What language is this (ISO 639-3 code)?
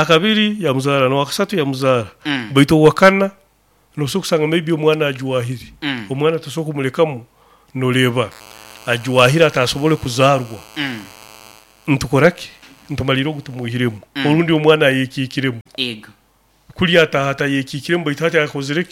nyo